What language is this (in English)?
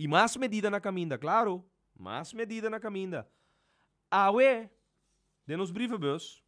Papiamento